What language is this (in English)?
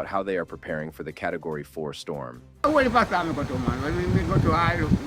Jamaican Creole English